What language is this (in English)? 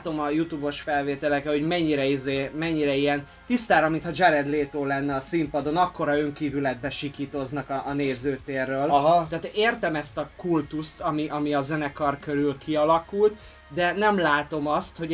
Hungarian